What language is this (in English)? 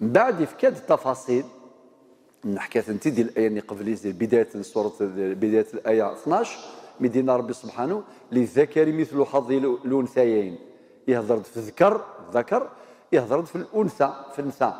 Kabyle